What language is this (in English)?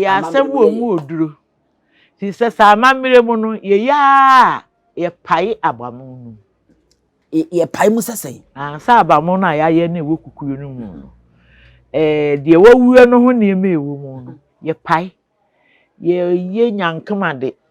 Akan